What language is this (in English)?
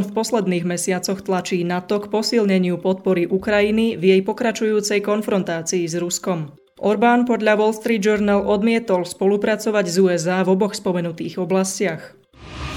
Slovak